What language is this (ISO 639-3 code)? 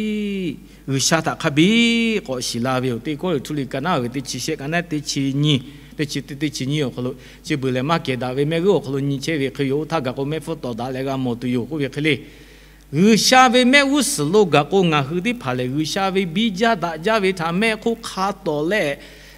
lhu